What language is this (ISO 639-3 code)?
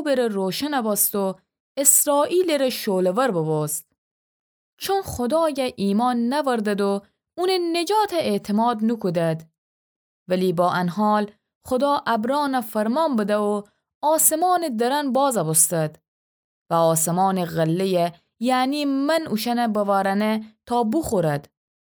glk